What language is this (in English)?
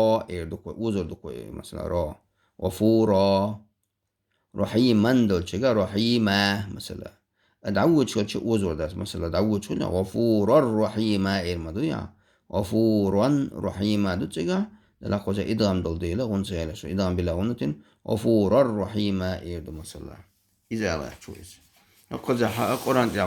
Chechen